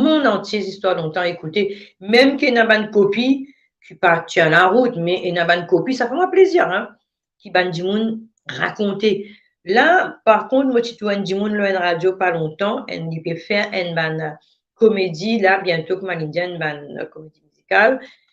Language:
Morisyen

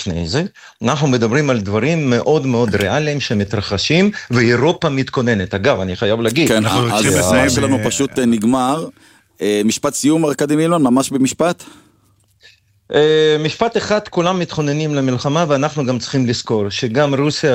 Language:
Hebrew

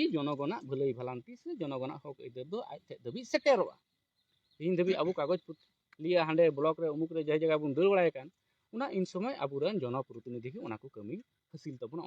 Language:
Santali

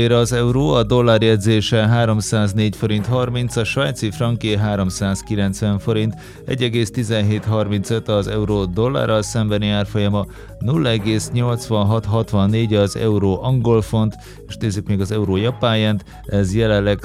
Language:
Hungarian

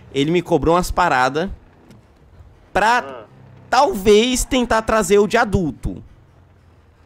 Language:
Portuguese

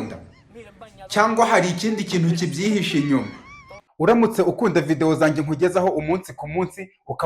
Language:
Kinyarwanda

